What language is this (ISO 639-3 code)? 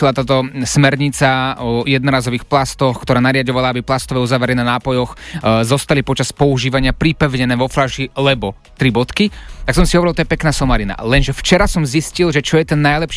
slk